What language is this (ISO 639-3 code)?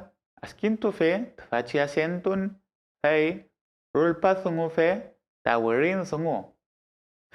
arn